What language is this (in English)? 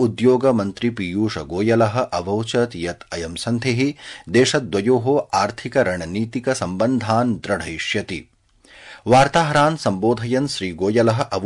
Sanskrit